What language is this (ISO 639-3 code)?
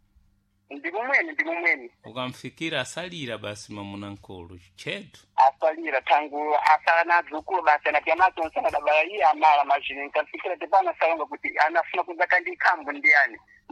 seh